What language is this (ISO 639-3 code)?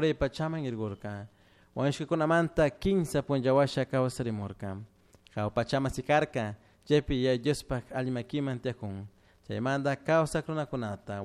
qug